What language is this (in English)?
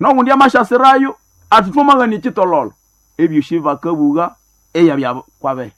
Nande